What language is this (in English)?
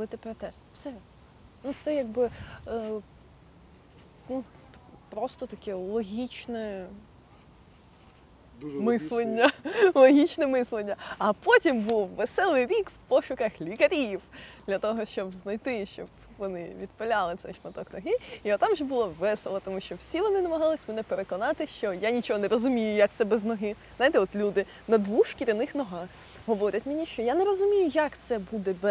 Ukrainian